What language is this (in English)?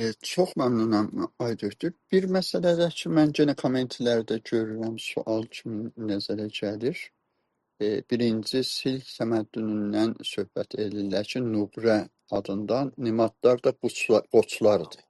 South Azerbaijani